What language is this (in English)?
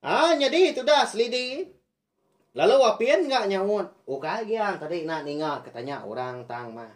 Iban